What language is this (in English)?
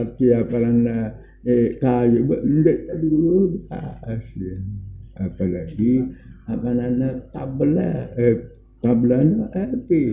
Sasak